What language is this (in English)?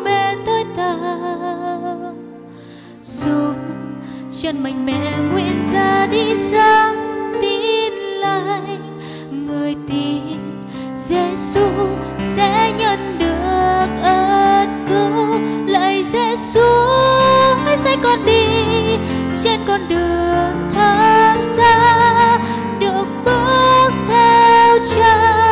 Vietnamese